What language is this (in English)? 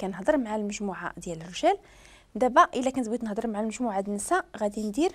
Moroccan Arabic